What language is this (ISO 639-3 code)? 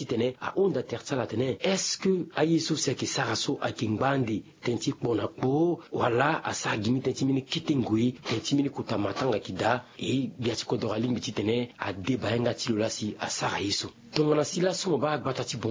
sag